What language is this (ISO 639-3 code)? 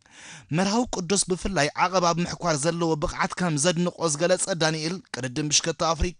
tir